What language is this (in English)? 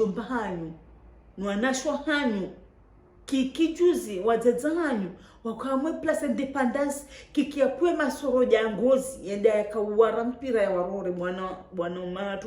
Ngazidja Comorian